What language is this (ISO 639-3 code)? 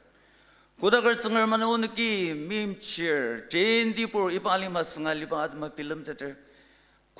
njo